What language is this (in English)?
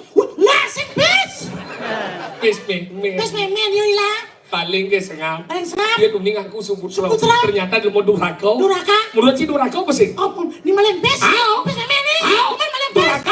Balinese